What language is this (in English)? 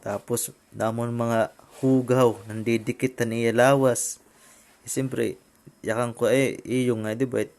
Waray